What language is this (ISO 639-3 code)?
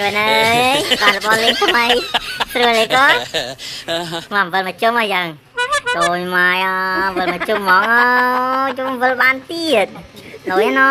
khm